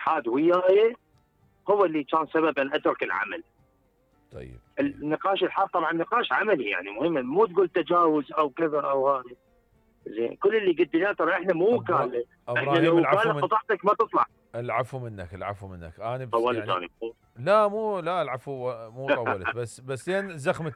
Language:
Mesopotamian Arabic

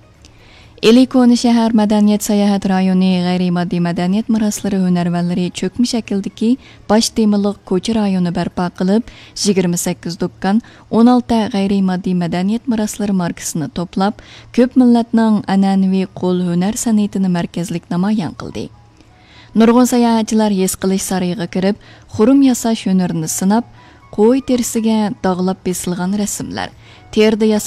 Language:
Uyghur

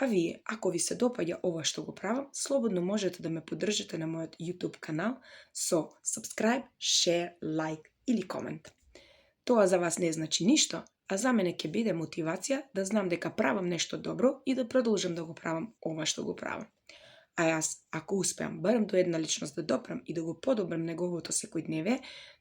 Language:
Macedonian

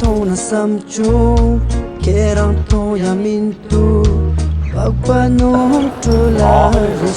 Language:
Tibetan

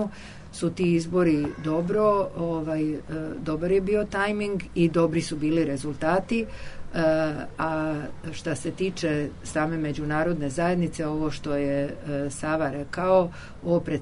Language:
Serbian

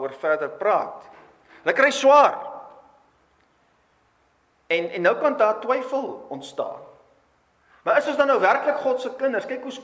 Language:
Afrikaans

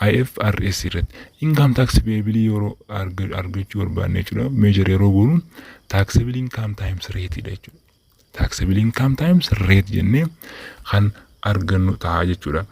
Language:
Oromo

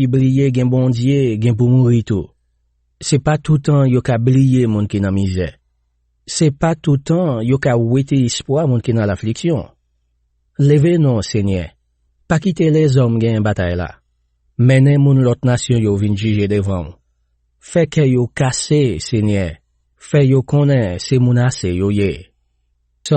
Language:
Haitian Creole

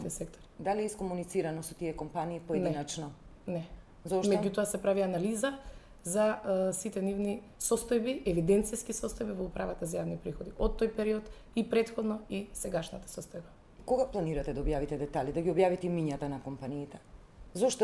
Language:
Macedonian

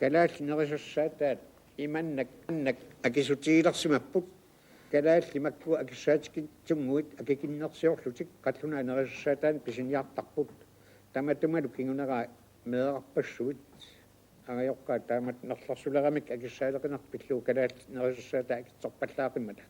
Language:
Kalaallisut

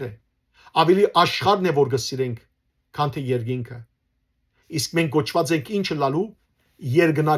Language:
Western Armenian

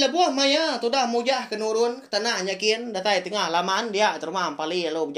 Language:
Iban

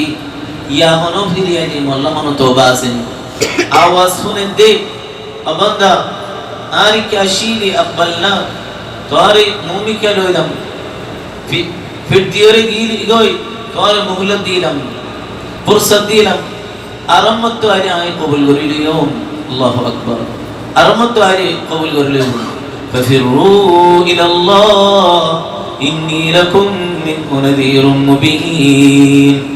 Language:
Rohingya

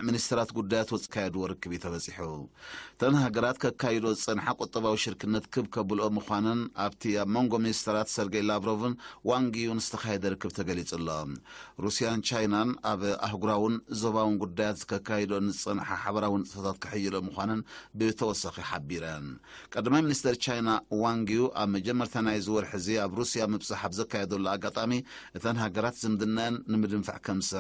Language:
Tigrinya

